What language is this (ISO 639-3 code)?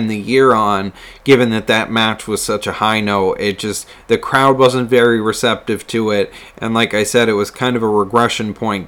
eng